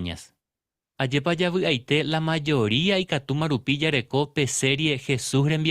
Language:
Guarani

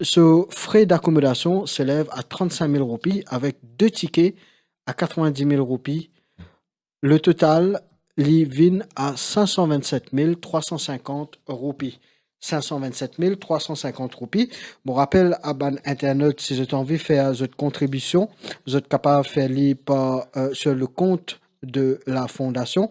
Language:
Morisyen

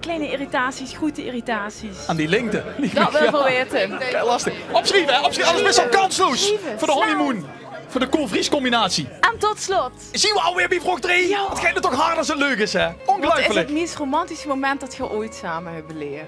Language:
Limburgish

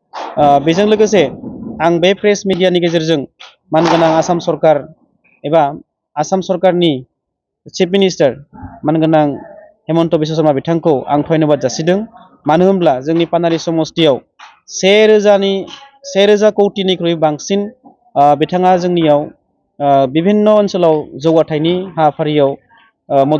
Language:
Bodo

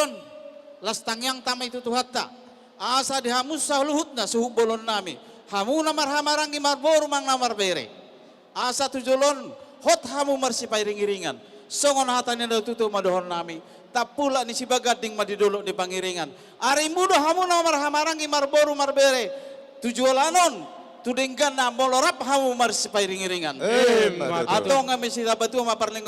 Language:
Batak Toba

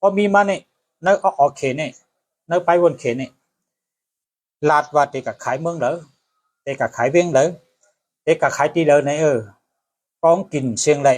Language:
Shan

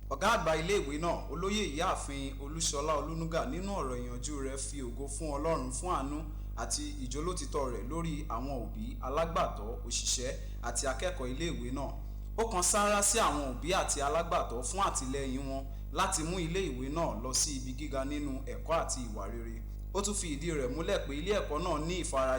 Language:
Yoruba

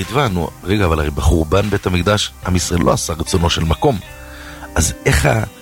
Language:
Hebrew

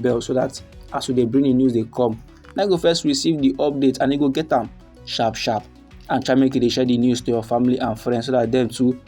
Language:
Nigerian Pidgin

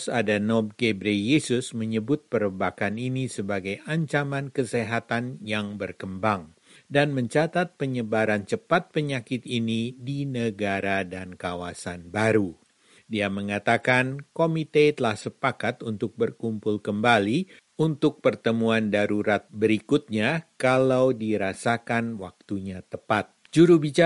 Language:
Indonesian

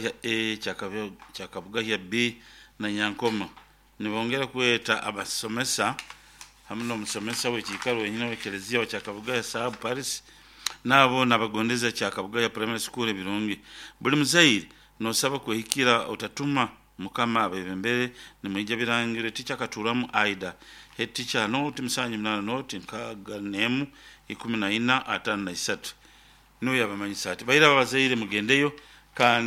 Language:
Nyoro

